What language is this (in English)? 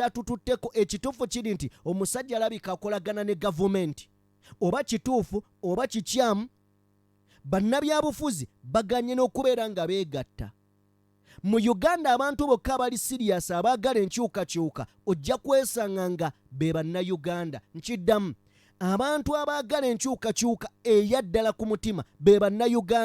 Ganda